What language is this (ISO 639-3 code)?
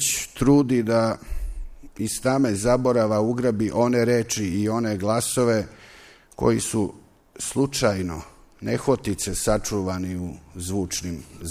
srp